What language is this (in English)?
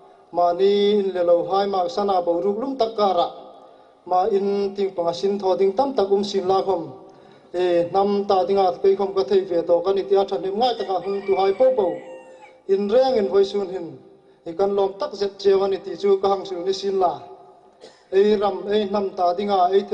Hmar